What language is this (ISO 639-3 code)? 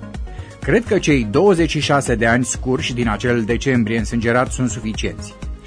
ron